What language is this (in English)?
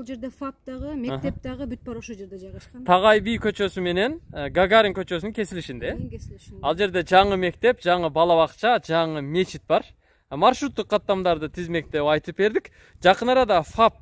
Kyrgyz